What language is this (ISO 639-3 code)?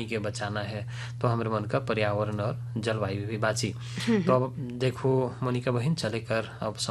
bho